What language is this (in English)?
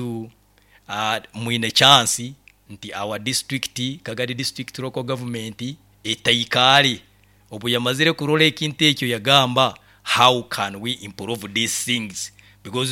Nyoro